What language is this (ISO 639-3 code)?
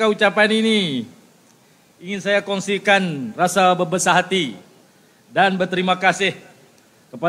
msa